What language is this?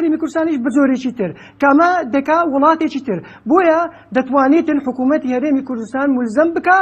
Central Kurdish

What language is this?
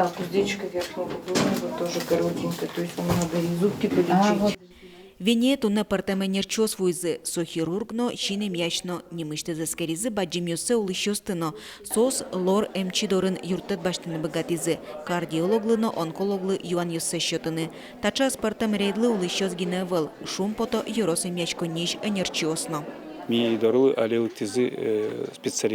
Udmurt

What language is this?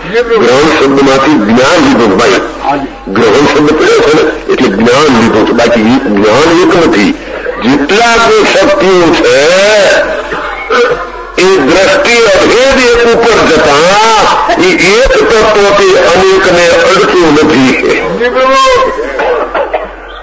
Gujarati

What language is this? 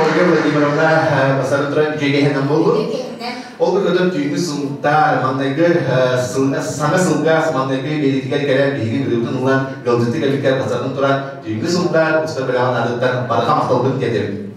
Yakut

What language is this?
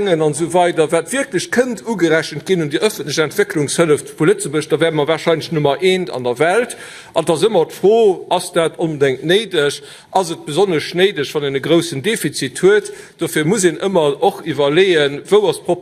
Luxembourgish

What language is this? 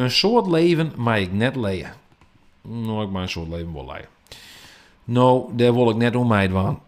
Western Frisian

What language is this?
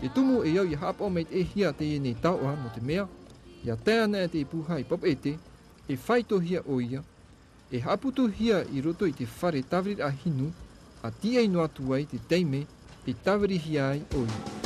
Tahitian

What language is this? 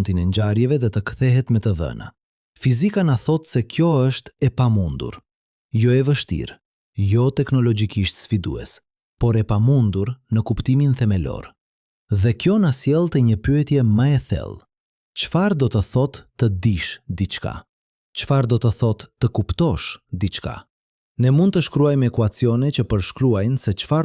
Albanian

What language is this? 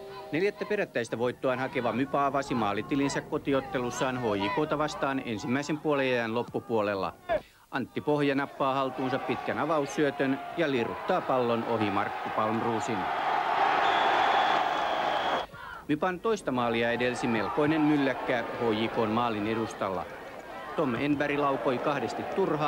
Finnish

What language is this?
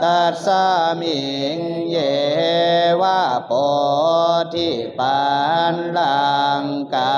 Pali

